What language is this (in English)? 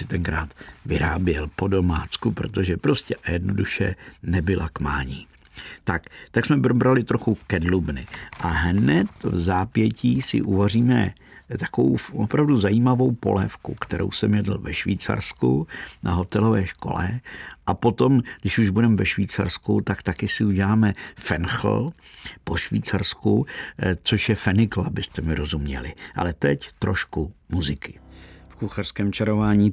Czech